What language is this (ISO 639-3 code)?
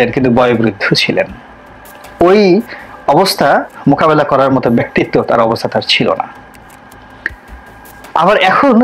ben